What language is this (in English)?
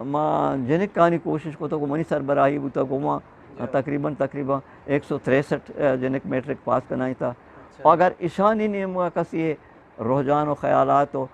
Eastern Balochi